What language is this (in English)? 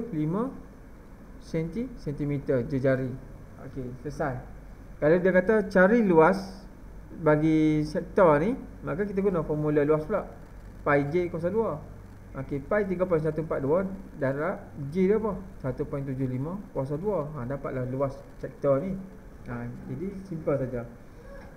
Malay